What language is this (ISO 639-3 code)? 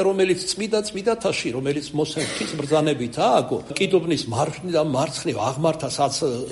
kat